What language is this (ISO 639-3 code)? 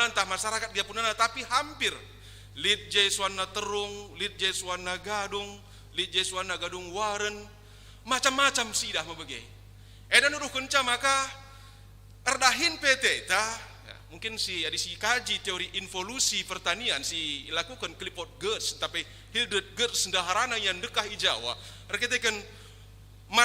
btx